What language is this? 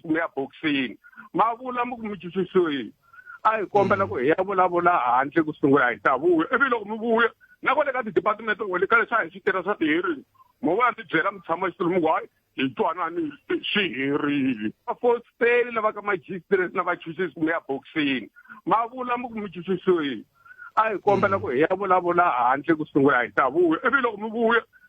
Tsonga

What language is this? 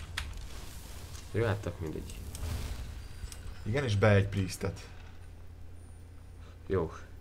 Hungarian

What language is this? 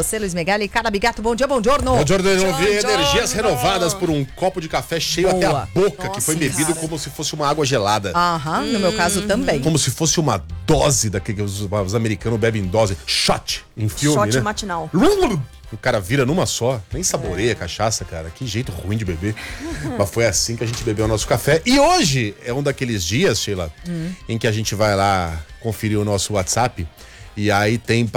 Portuguese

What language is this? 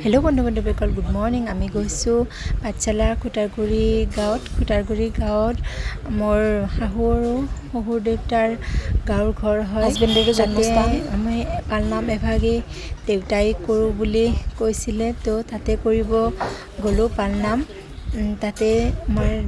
Assamese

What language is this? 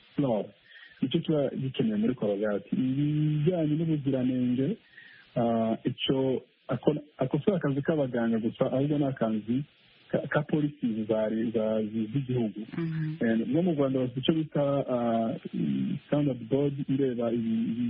Kinyarwanda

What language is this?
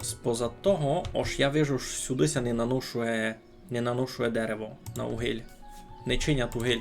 Rusyn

